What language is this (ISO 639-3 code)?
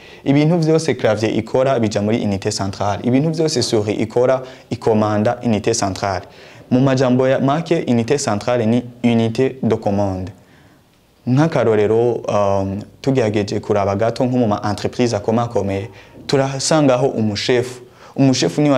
run